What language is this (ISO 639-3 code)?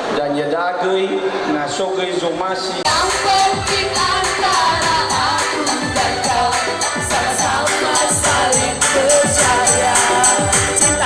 nia